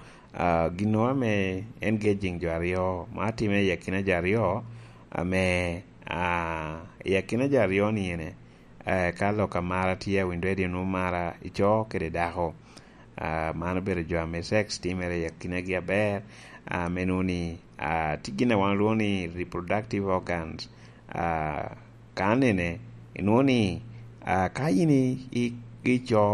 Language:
Lango (Uganda)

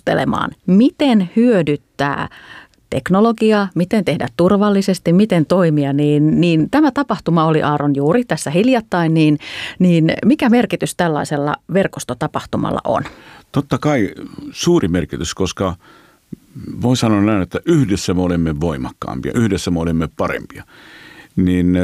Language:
Finnish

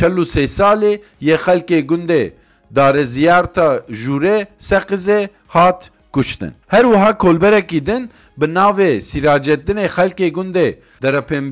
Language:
Kurdish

